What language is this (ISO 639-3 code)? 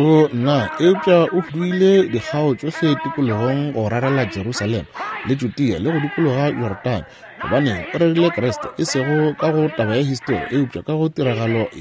nso